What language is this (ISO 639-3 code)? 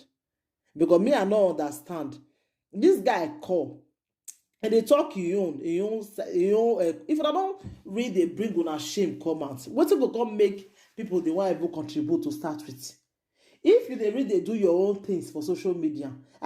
pcm